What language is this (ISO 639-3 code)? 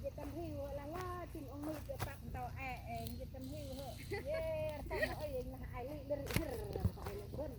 cmo